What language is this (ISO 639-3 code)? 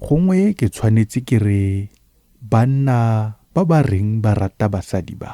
tsn